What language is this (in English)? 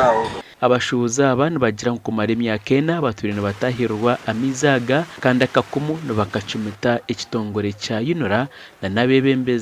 Nyankole